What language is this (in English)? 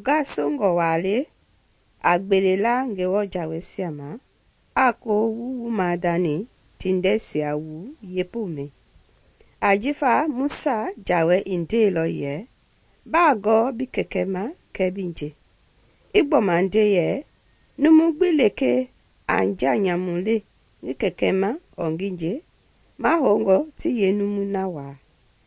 Mende